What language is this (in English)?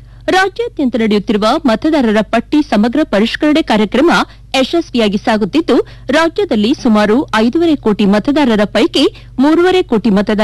Kannada